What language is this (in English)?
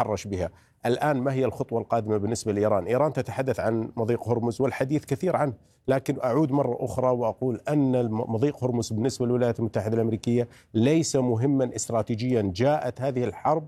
Arabic